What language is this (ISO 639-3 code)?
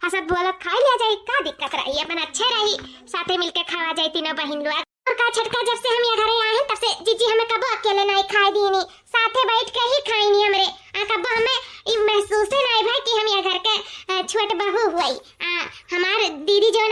awa